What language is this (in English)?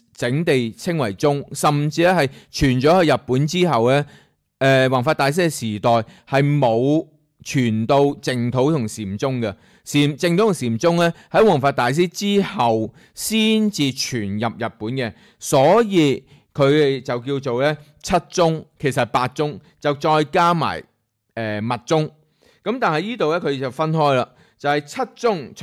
Cantonese